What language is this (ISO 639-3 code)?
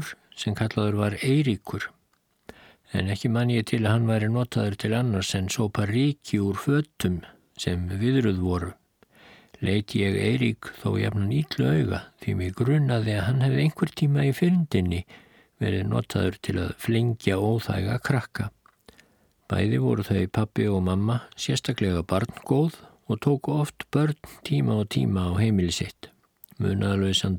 isl